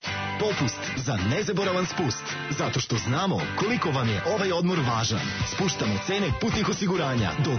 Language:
Serbian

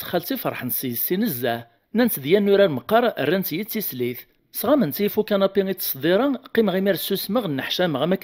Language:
Kabyle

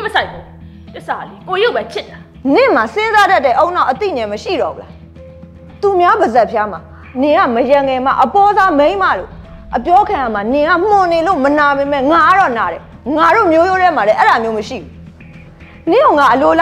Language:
Burmese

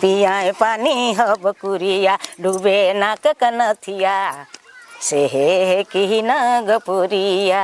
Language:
Sadri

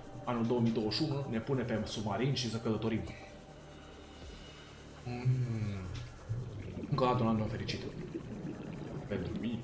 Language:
Romanian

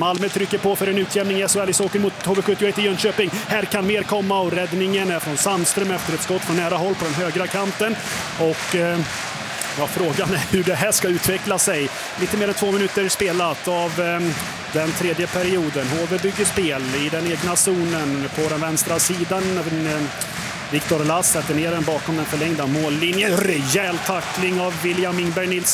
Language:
Swedish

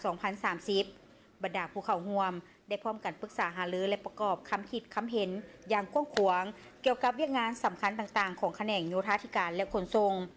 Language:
Lao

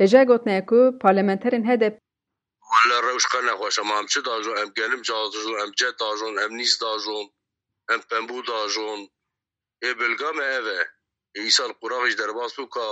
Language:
Kurdish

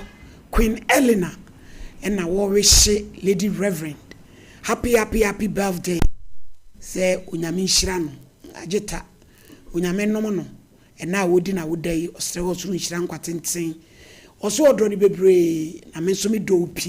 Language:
Akan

